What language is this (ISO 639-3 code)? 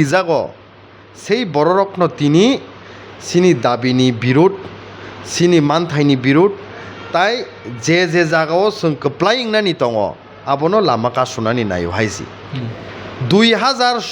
trp